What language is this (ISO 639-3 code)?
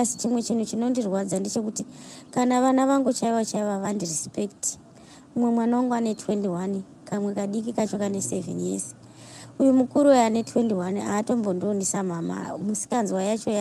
sna